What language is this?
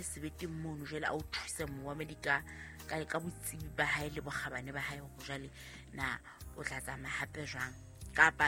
Southern Sotho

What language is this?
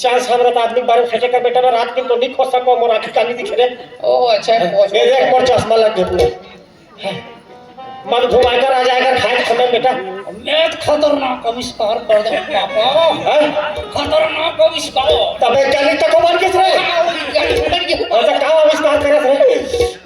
Chhattisgarhi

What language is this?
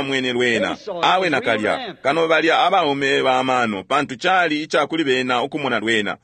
Bemba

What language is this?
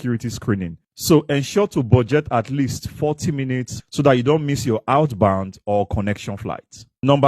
English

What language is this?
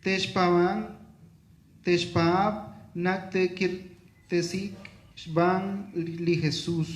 Kekchí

